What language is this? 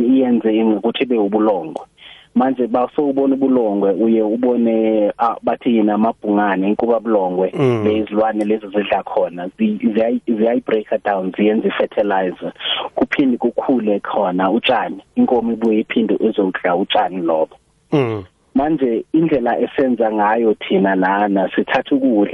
South Ndebele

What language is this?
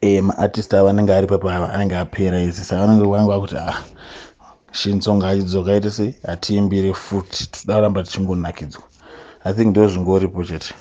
Shona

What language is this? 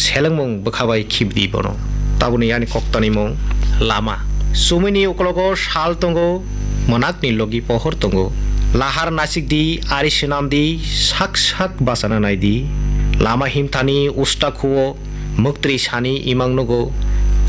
Kok Borok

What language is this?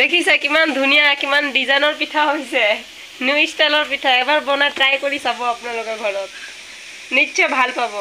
Assamese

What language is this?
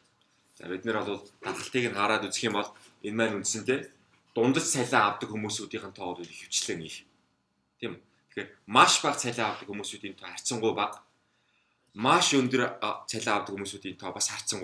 Mongolian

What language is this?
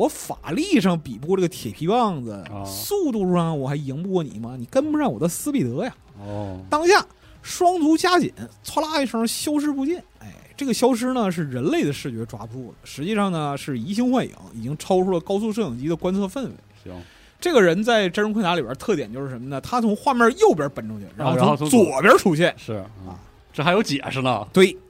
Chinese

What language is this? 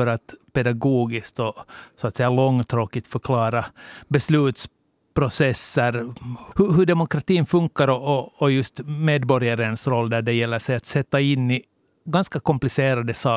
Swedish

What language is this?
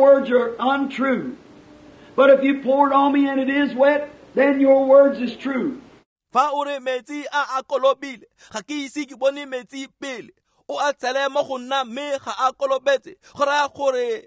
Tswana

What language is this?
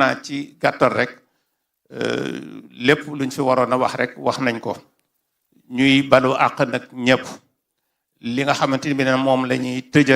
Wolof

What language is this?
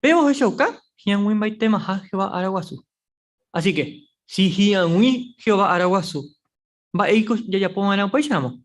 Guarani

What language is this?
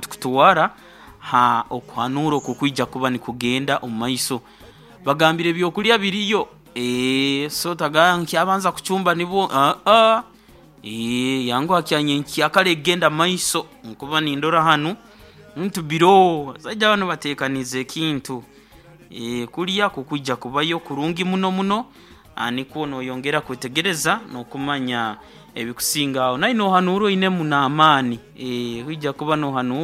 Nyoro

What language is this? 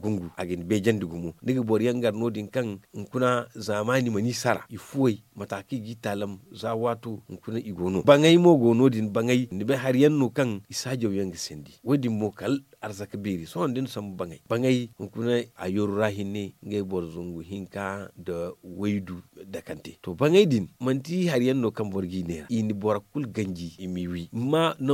Zarma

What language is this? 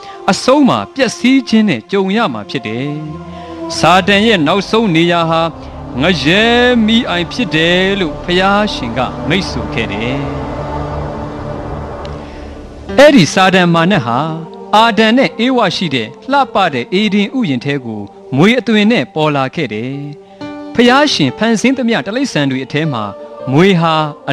Burmese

